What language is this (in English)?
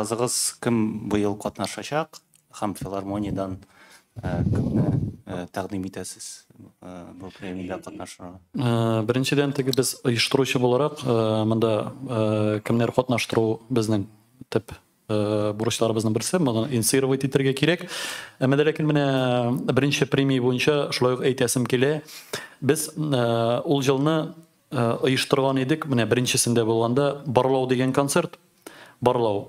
Tatar